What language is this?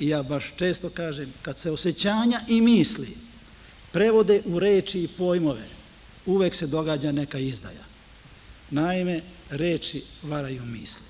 Serbian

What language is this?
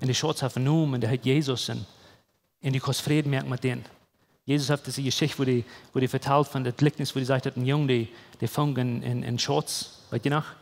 Plautdietsch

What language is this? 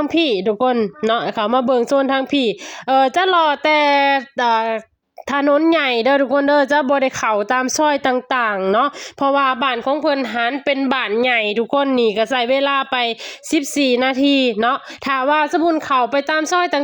Lao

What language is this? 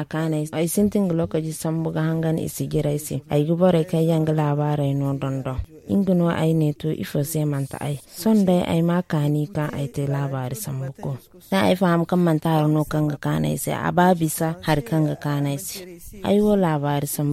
Zarma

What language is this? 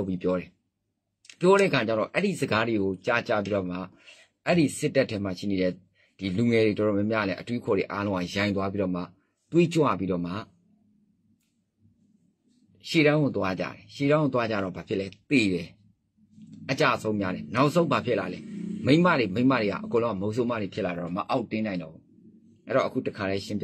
Burmese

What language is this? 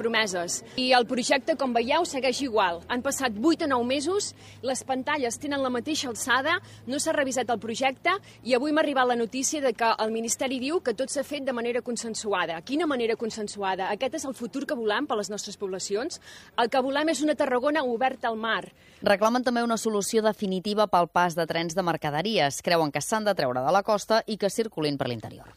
Catalan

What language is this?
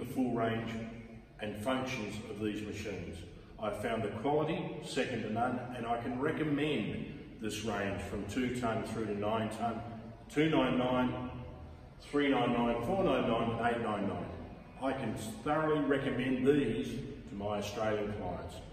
English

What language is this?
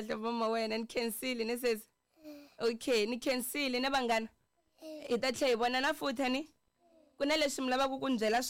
Tsonga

